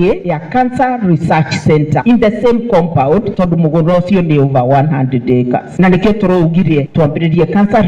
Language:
Kikuyu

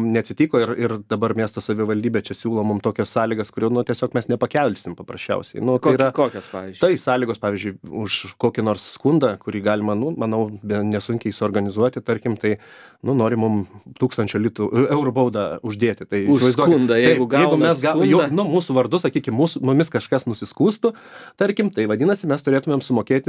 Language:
Lithuanian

